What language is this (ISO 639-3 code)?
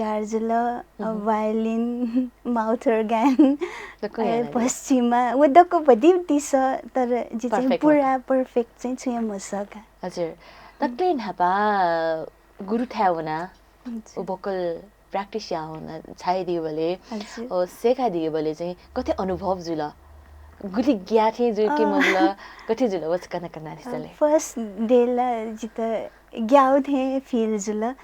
new